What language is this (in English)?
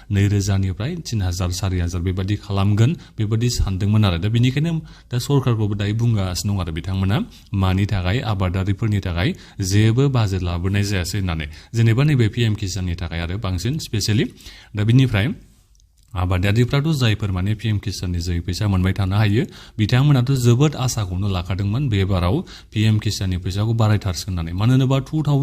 Bodo